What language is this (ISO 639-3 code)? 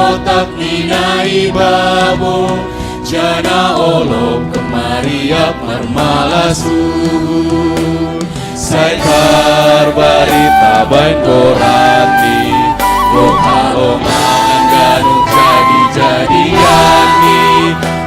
bts